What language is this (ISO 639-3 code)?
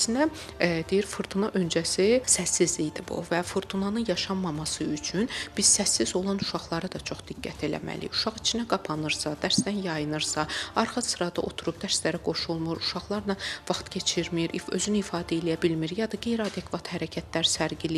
aze